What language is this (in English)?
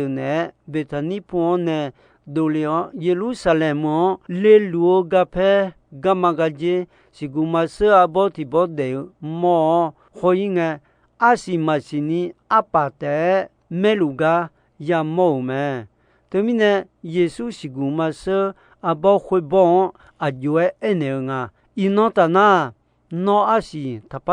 Akha